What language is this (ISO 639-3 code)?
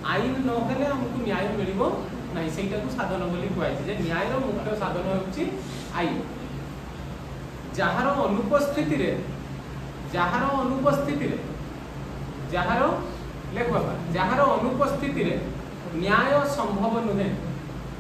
ori